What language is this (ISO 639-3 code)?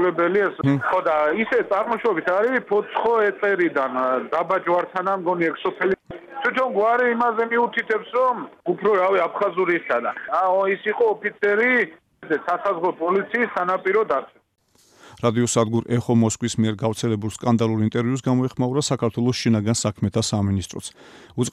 kat